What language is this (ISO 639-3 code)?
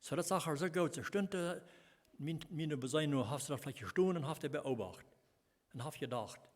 pdt